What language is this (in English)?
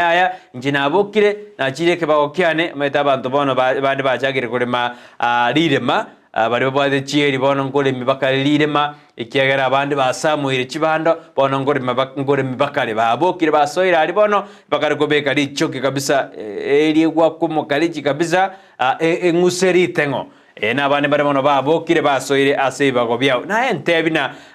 Gusii